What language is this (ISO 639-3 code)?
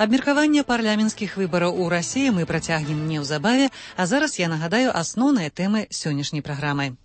bel